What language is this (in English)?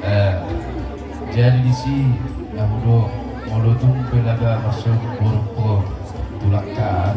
Batak Toba